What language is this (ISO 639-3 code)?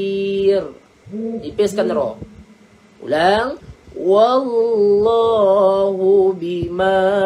msa